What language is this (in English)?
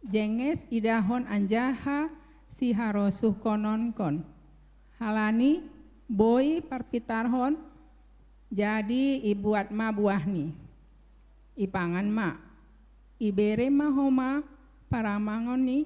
Batak Simalungun